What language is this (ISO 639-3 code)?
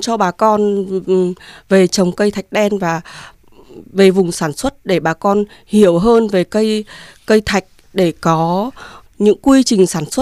vie